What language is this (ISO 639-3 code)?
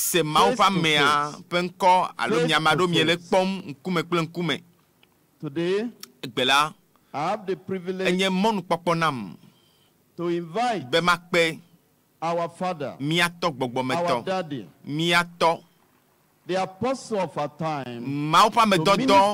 ewe